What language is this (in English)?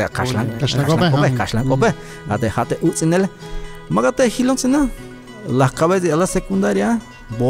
Tzeltal